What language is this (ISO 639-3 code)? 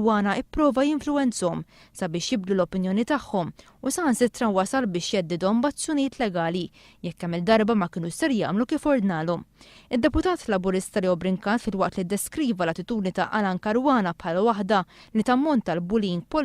mlt